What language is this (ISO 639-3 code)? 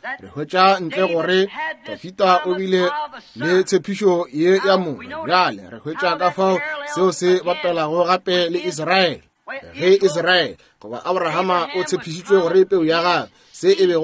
nso